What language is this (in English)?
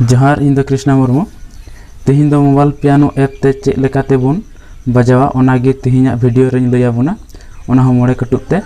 Santali